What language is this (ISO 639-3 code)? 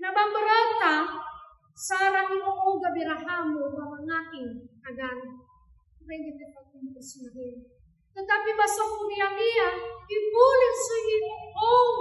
nia